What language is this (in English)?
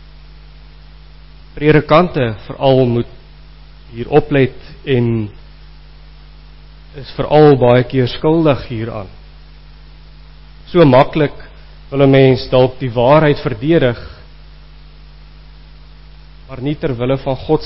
Afrikaans